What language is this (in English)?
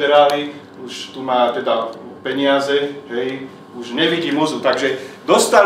Slovak